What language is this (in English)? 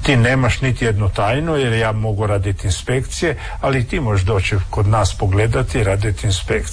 Croatian